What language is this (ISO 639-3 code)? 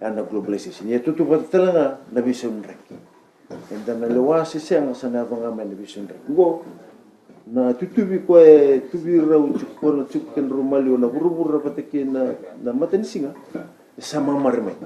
fij